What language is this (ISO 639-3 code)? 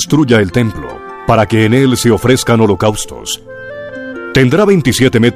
spa